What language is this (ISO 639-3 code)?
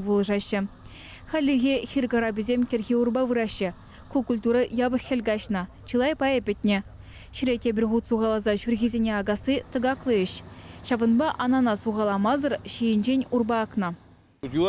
chv